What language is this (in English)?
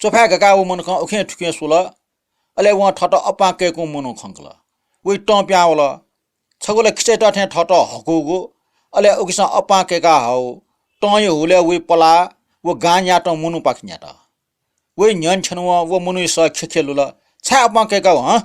Newari